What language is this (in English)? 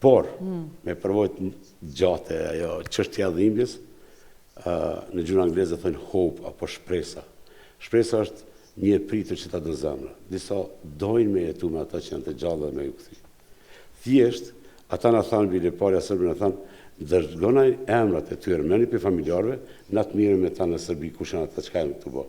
Albanian